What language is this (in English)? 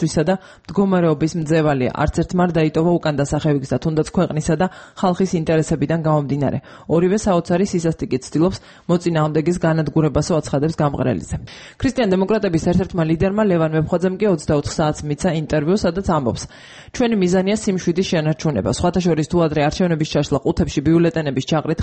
Georgian